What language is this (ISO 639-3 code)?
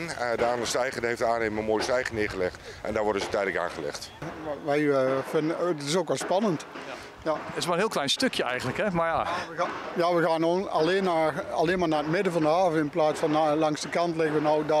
nld